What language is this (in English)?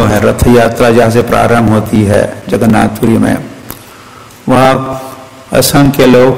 Hindi